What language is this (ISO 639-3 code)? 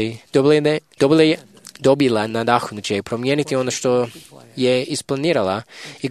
hrv